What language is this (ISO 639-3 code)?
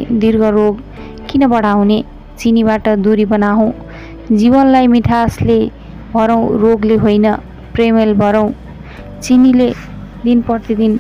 nep